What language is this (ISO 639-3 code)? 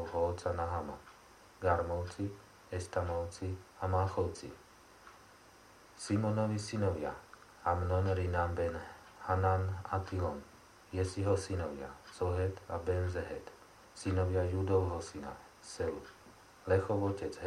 slk